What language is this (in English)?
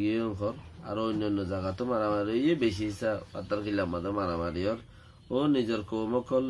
Rohingya